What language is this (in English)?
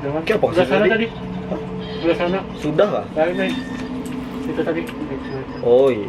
Banjar